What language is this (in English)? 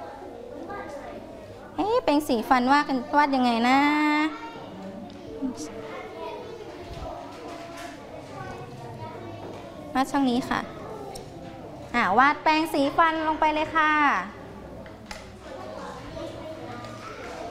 Thai